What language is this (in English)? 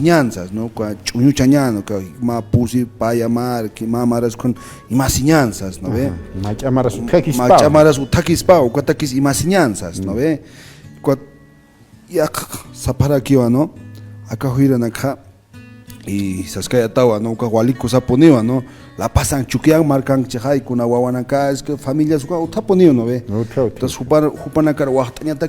Aymara